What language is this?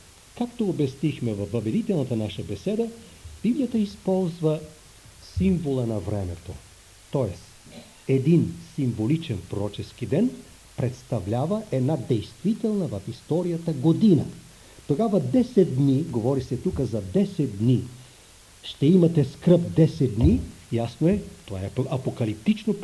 Bulgarian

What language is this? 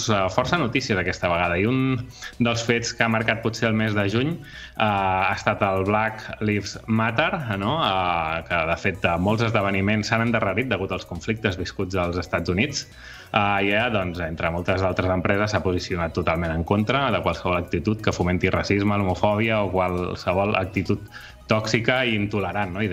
Catalan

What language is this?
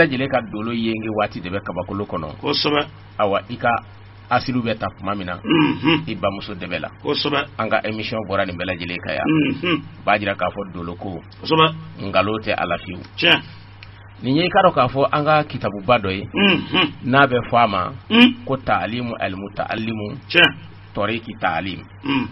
Bambara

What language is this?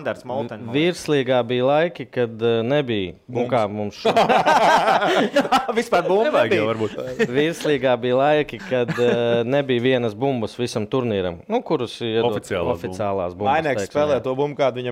Latvian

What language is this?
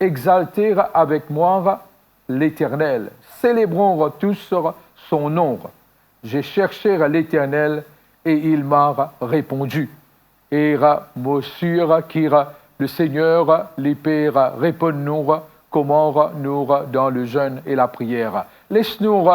Morisyen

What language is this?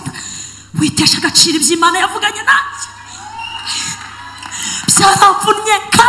Kinyarwanda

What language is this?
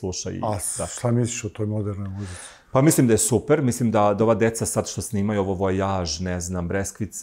Serbian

